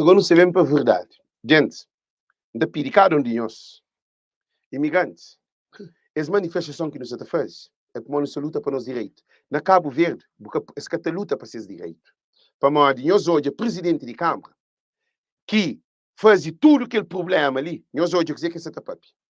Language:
Kabuverdianu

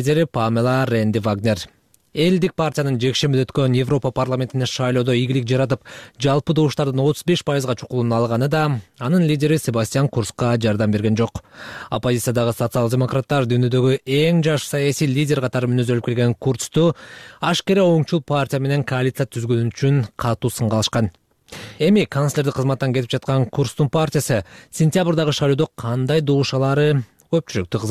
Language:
Kyrgyz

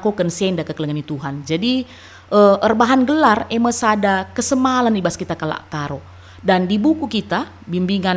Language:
Batak Karo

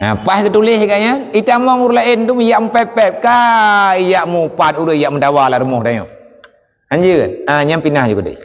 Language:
Achinese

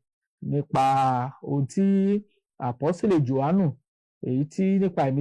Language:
Yoruba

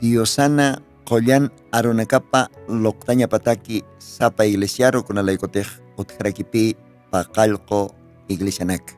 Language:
Aymara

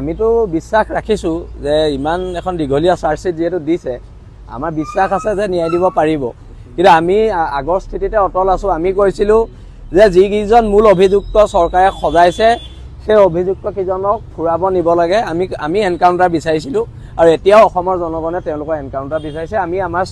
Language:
Assamese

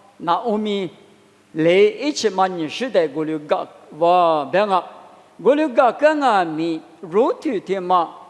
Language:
Lisu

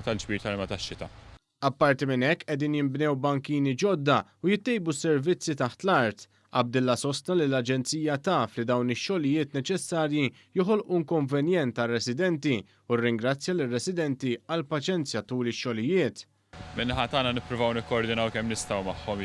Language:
Maltese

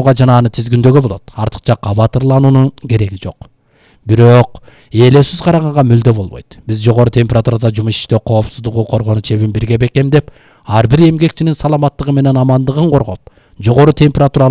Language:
Kyrgyz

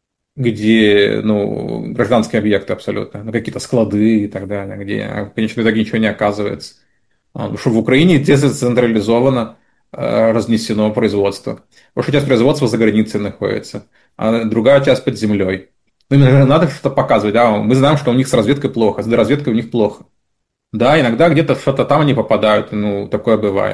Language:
Russian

